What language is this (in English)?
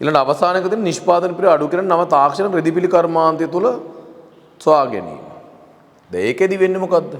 Sinhala